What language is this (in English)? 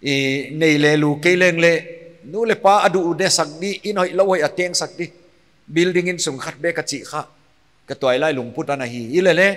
Paite Chin